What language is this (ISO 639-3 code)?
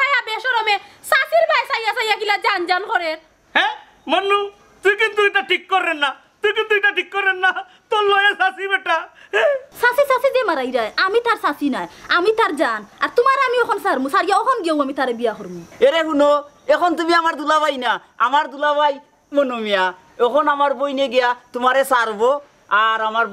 syl